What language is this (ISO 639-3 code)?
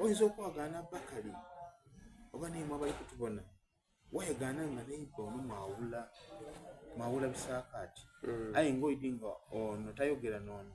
xog